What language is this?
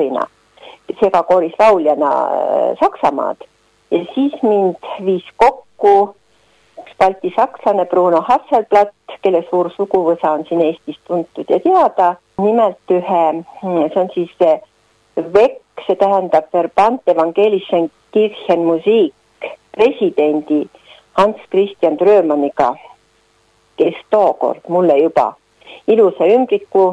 Estonian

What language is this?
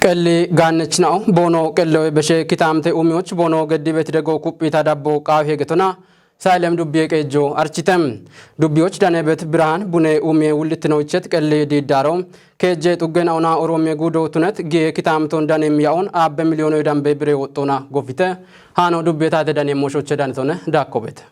Kafa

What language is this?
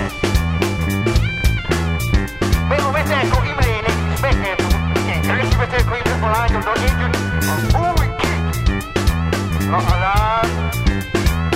Hungarian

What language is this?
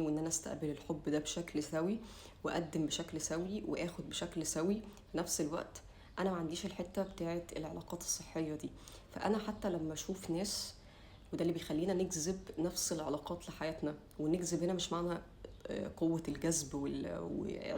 Egyptian Arabic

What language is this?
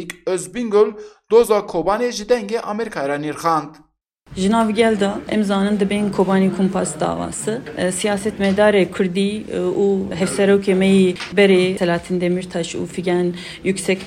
Kurdish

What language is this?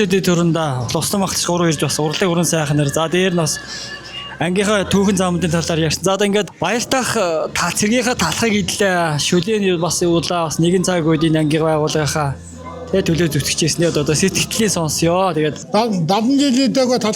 Mongolian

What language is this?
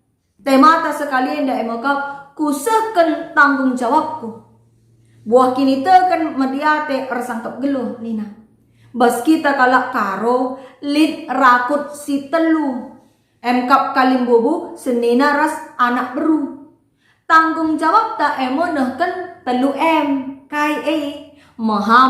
Batak Karo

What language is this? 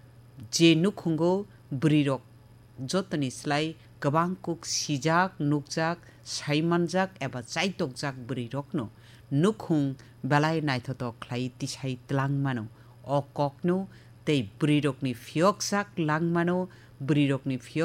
Kok Borok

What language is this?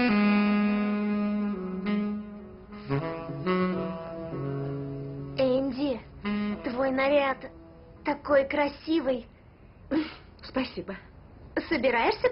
Russian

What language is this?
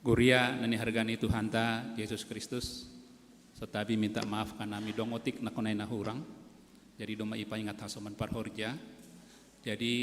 Batak Simalungun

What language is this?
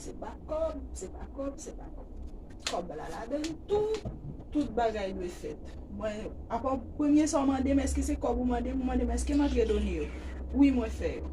Haitian Creole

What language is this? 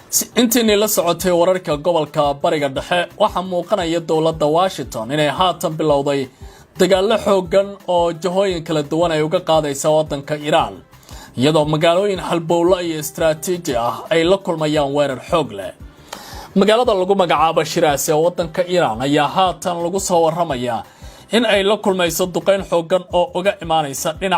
Somali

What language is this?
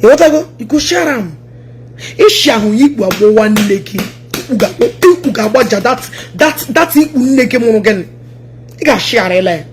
Igbo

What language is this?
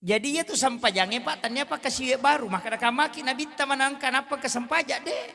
Buginese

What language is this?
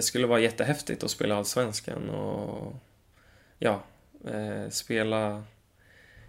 Swedish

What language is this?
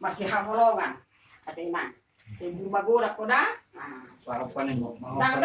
Batak Toba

